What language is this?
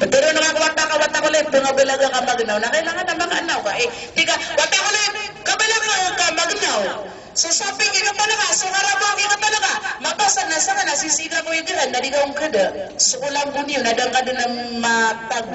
Maranao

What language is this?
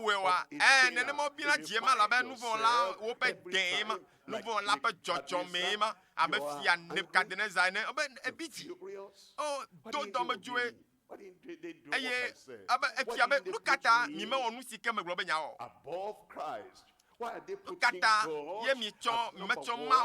Ewe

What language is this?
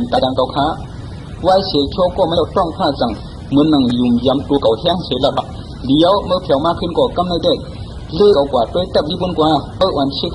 Shan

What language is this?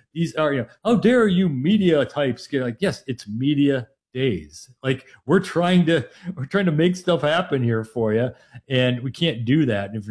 English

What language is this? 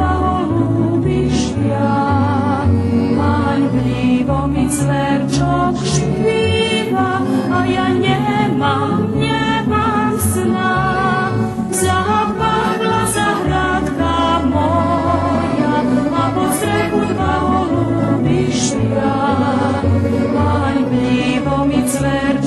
Rusyn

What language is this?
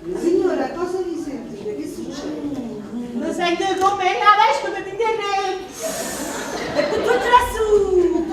Neapolitan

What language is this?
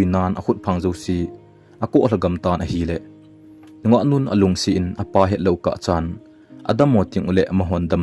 Thado Chin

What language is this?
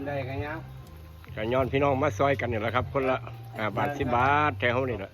Northeastern Thai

